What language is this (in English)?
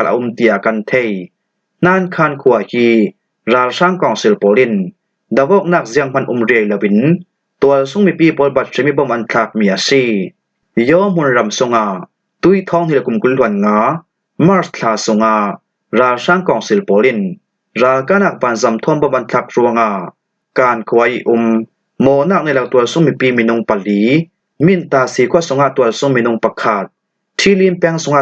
Falam Chin